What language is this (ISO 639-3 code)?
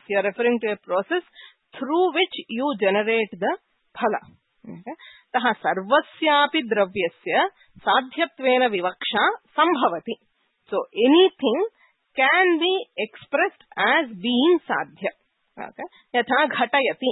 san